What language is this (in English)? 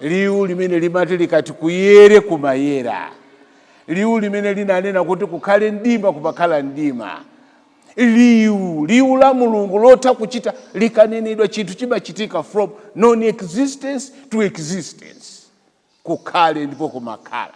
Nyanja